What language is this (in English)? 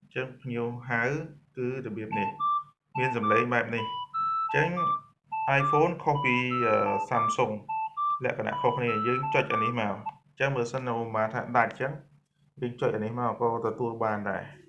Khmer